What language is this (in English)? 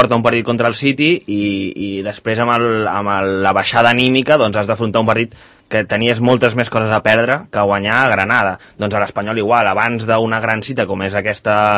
Catalan